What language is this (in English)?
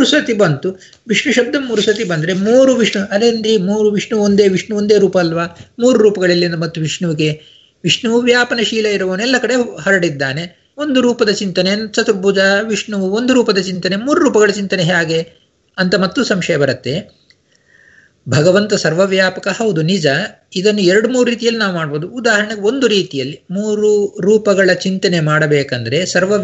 Kannada